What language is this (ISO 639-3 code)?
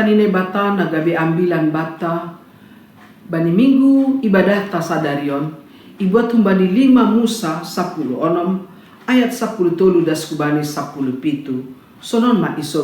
bts